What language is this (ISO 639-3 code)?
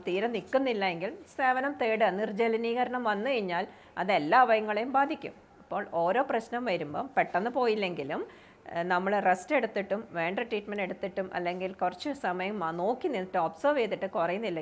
mal